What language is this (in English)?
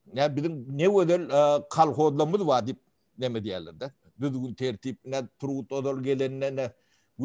Turkmen